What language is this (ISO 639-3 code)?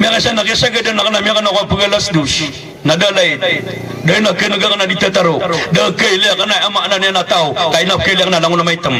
mrw